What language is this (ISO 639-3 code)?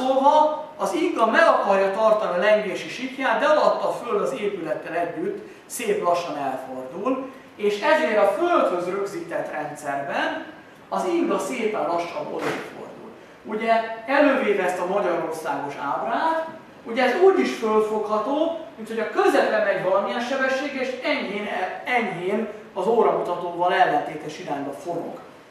hun